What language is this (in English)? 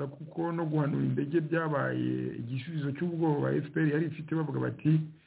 Kinyarwanda